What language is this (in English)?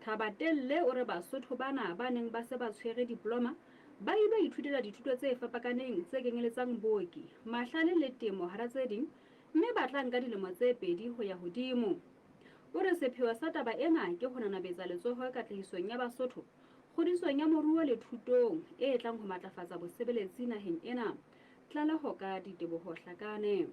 Southern Sotho